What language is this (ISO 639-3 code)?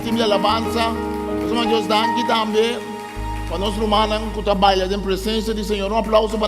pap